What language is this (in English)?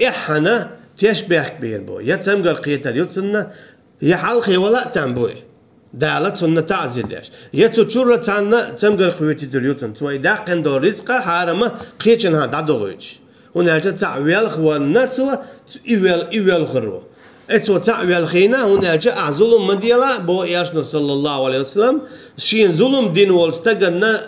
Chechen